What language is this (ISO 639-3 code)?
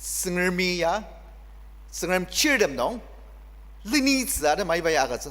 njo